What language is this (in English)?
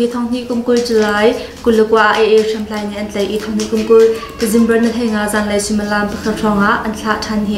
Hakha Chin